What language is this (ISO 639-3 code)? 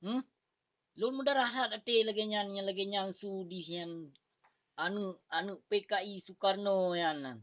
ace